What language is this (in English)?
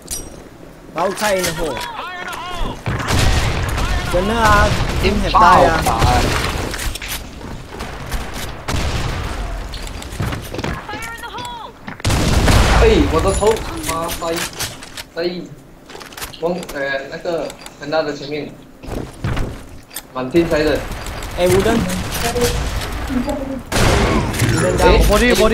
Chinese